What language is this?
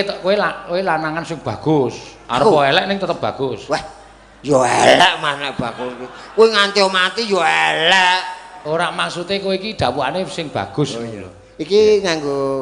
Javanese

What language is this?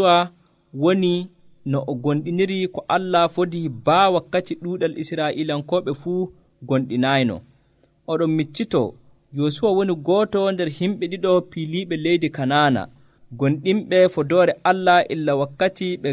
Nigerian Fulfulde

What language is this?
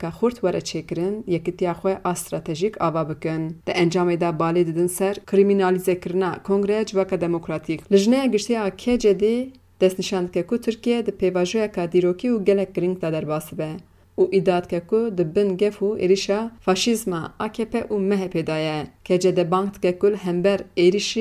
Kurdish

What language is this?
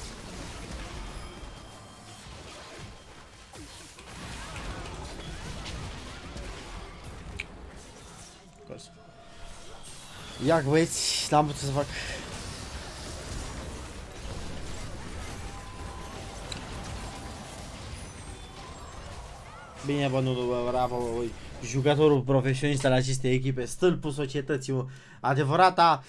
Romanian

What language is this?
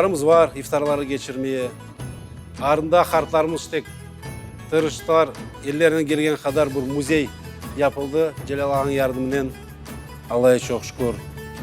Crimean Tatar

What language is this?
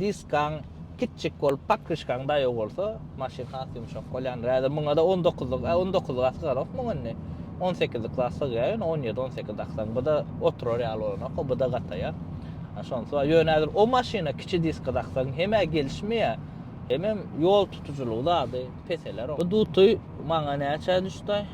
Turkmen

